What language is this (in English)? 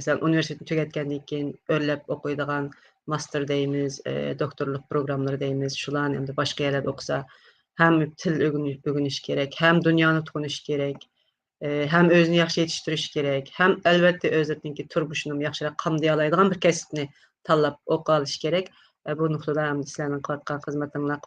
Uyghur